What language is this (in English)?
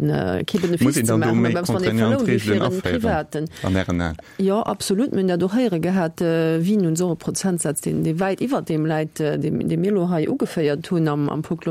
Luxembourgish